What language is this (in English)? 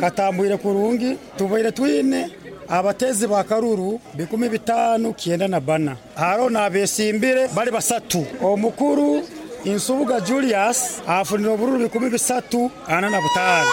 Nyoro